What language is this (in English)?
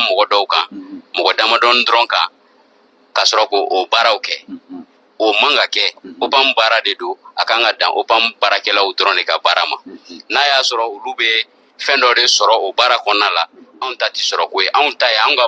Bambara